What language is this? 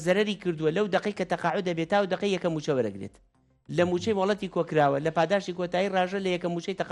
Central Kurdish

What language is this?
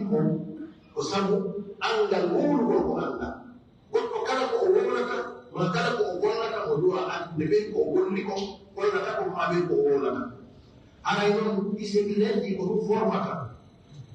Pular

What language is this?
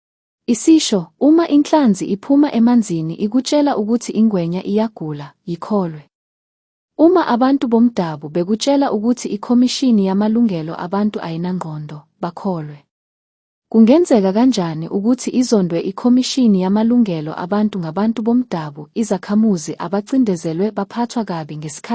Zulu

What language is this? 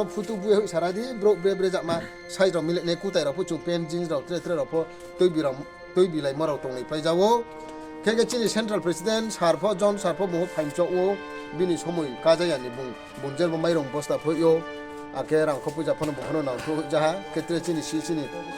Riang (India)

